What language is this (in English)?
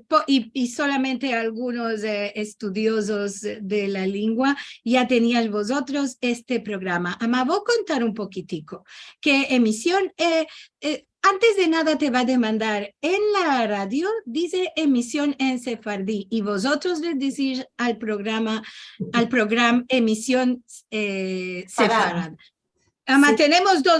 Ladino